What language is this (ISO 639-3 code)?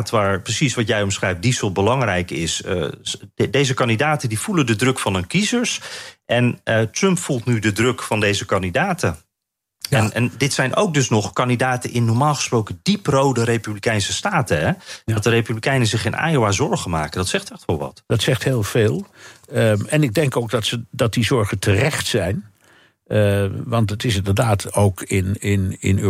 nld